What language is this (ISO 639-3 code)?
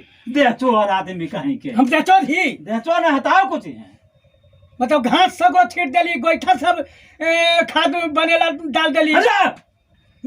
mag